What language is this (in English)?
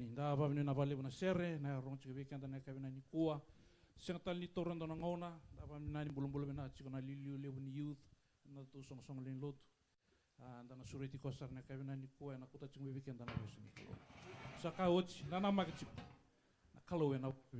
Fijian